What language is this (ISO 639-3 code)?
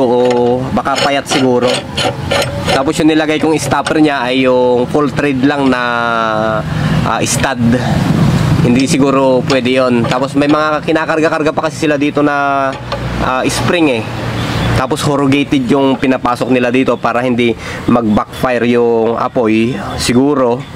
fil